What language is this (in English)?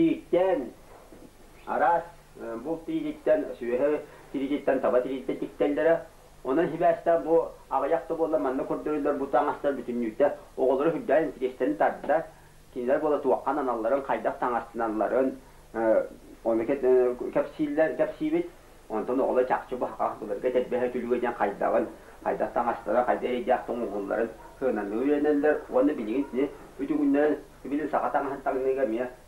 Yakut